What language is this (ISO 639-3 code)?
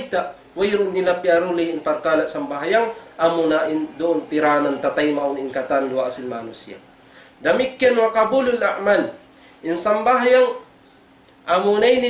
tsg